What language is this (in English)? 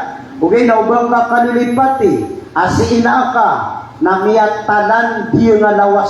Maranao